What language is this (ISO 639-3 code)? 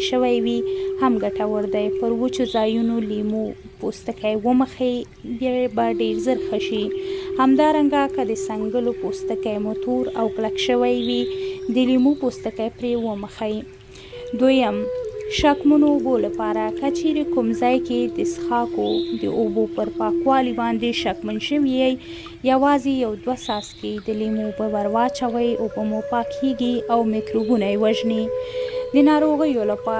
pus